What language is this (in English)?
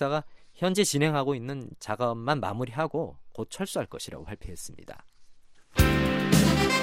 Korean